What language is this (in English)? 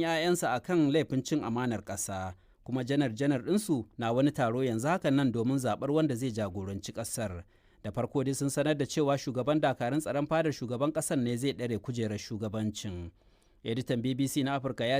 Hausa